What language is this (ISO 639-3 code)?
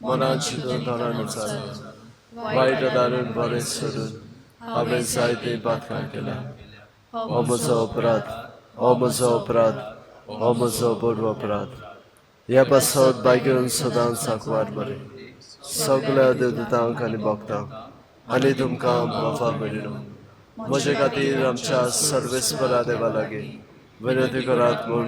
kok